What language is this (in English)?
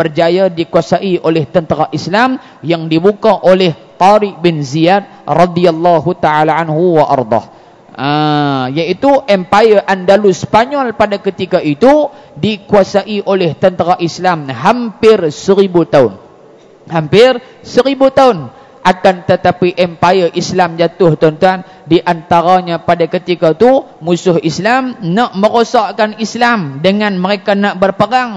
Malay